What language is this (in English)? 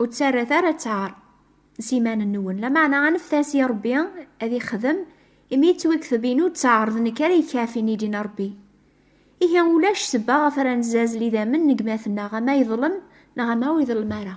Kabyle